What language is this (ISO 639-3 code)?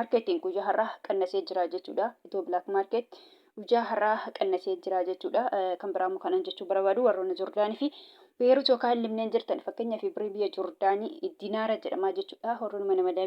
orm